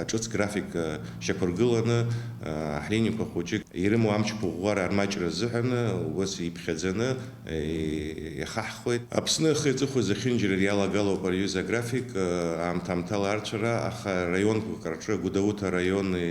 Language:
Abkhazian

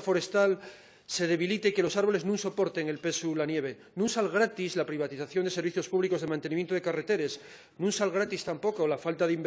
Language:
Asturian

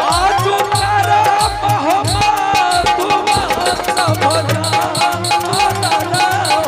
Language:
Angika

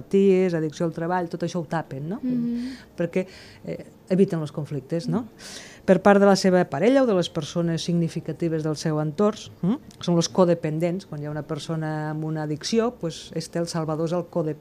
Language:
Catalan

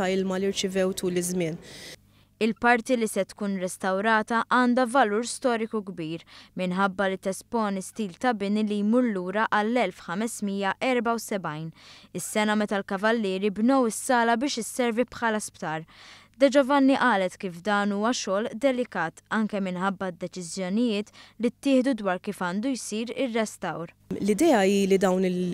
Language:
Maltese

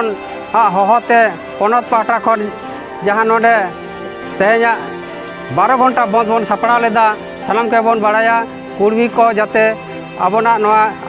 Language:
Santali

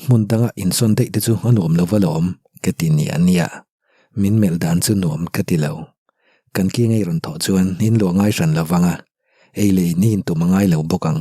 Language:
Mizo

